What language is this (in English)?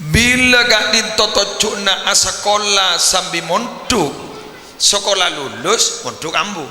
Madurese